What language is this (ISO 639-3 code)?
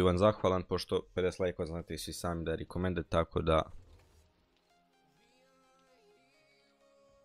hrv